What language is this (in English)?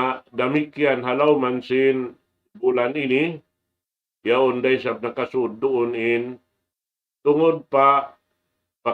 Tausug